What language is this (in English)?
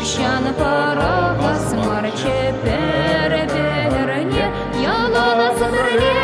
Chuvash